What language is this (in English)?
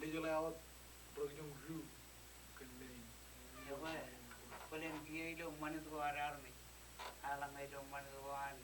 Marshallese